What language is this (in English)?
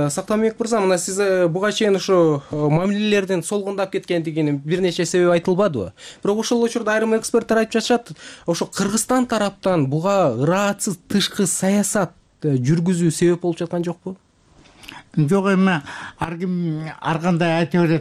Kyrgyz